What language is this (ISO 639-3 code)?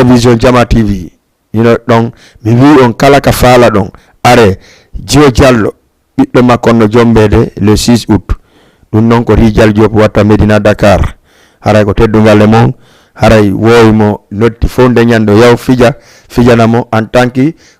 ful